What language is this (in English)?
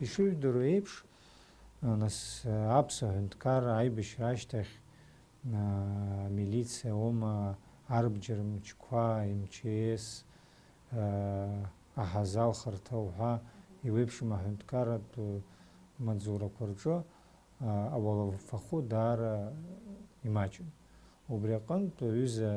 Abkhazian